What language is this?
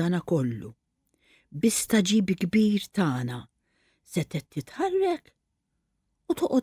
Maltese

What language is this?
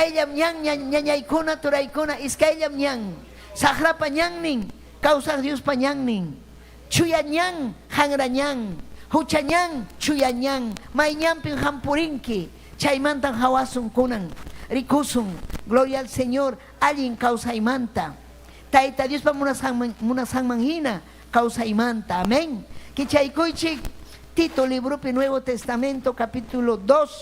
Ayacucho Quechua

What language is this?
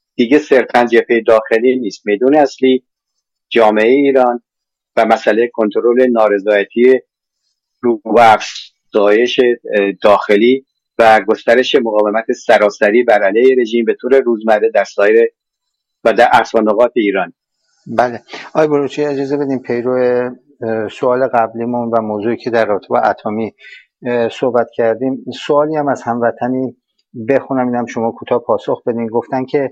Persian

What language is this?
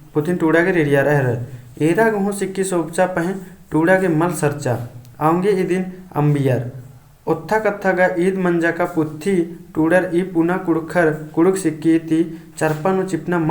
Kurukh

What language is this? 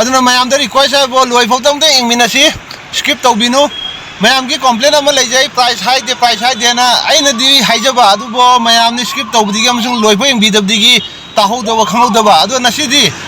Manipuri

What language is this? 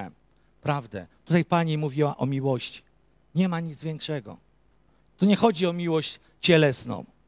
Polish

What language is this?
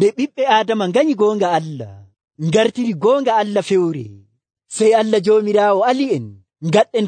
Nigerian Fulfulde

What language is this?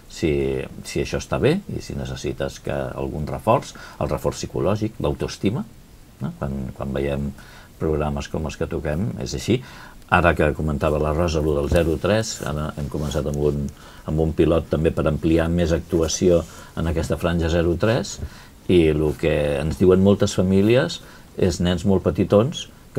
Catalan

